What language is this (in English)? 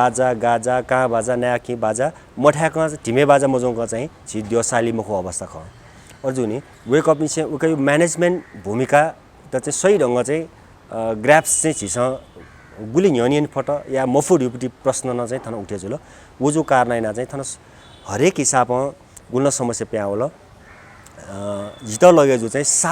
Newari